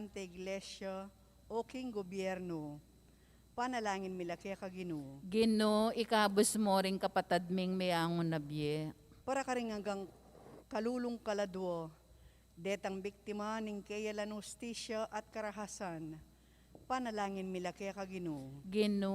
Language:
Pampanga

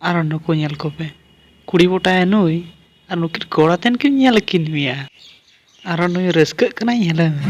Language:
Santali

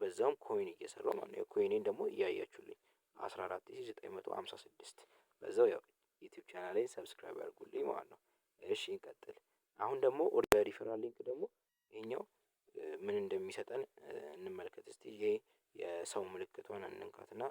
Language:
Amharic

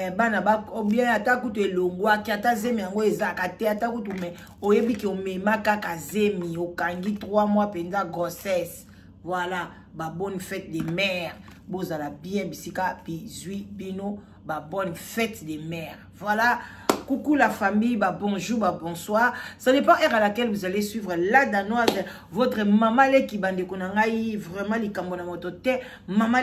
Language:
Lingala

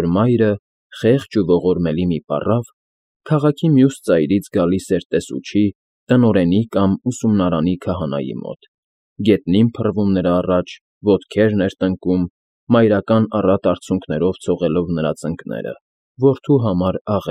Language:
Armenian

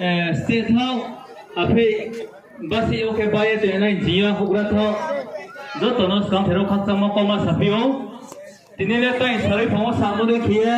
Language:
Riang (India)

